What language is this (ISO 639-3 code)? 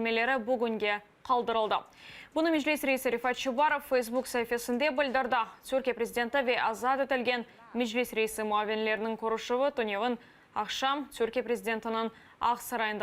crh